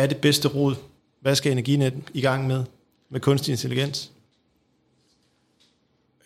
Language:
Danish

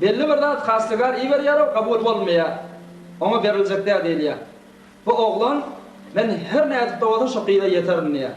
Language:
Turkmen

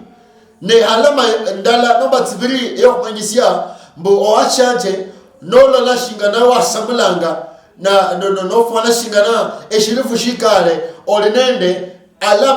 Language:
Luyia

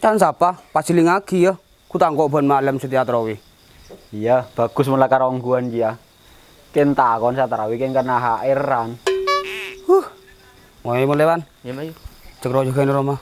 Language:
Madurese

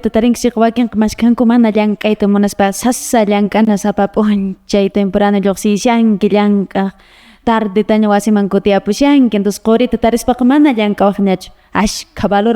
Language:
Quechua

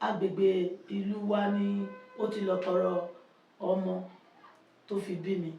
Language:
Yoruba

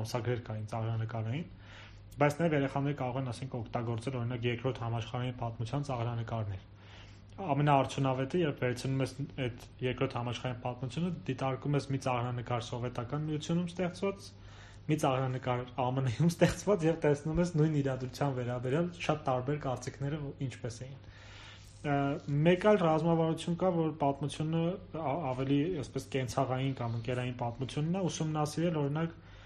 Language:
Armenian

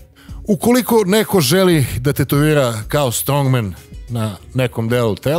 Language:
Serbian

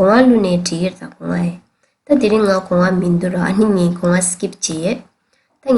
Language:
Tibetan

